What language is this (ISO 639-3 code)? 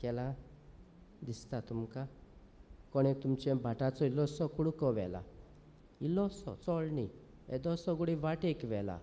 kok